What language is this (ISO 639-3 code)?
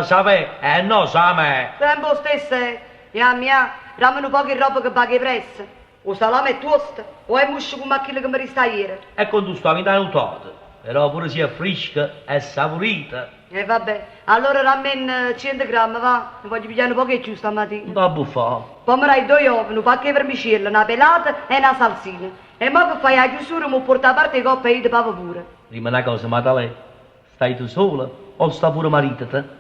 nap